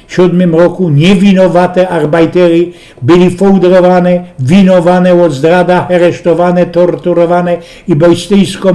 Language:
Silesian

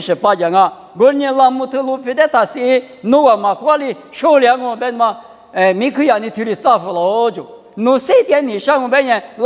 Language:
Lisu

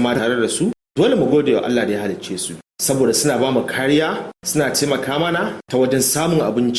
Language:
Hausa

